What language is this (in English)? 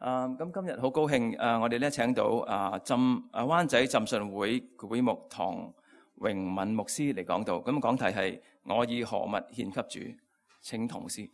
Cantonese